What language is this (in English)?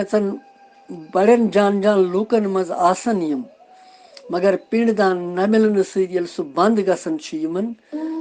Kashmiri